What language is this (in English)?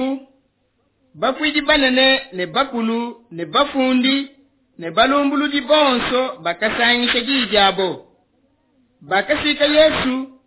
Luba-Lulua